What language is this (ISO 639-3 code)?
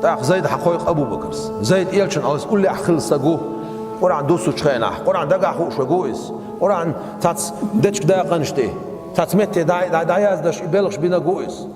che